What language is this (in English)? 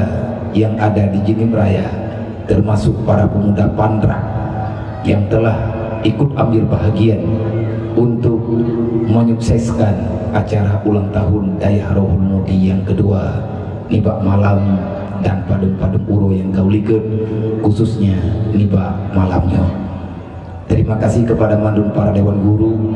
Achinese